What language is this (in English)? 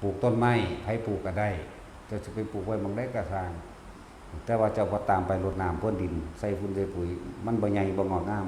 Northeastern Thai